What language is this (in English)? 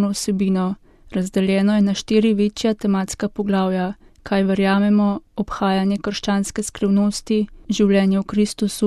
Slovenian